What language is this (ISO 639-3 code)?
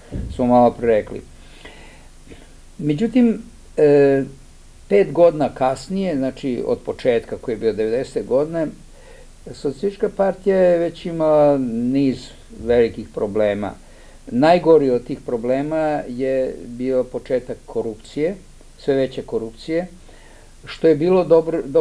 srp